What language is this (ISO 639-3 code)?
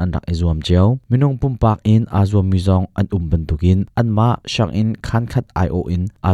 cnh